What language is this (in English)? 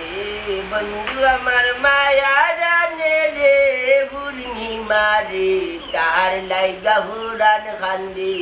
Sylheti